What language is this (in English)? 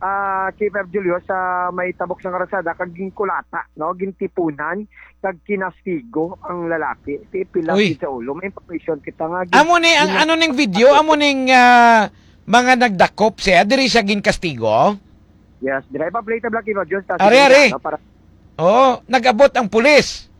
Hiligaynon